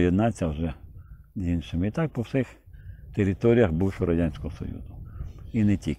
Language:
Ukrainian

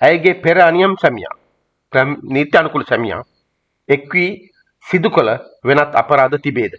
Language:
Sinhala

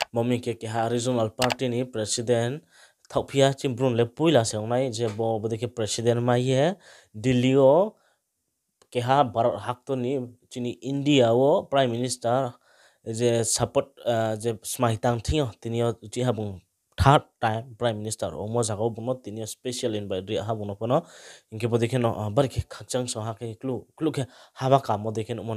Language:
Riang (India)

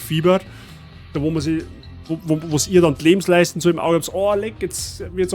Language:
Bavarian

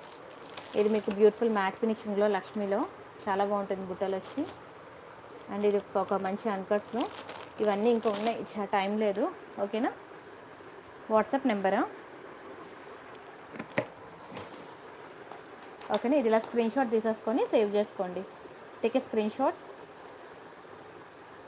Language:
Telugu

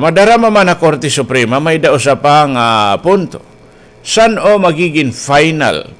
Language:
Waray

